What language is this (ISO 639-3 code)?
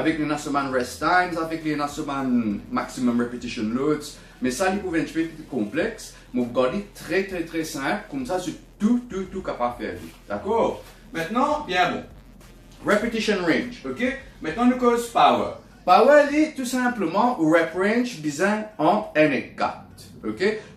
mfe